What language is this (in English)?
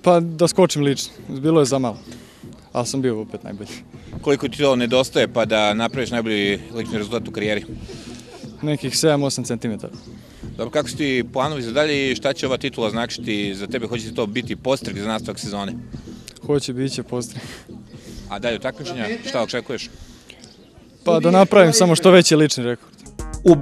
Serbian